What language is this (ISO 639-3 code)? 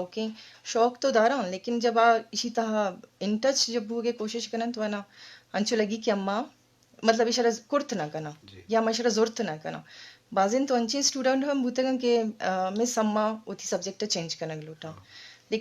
bgp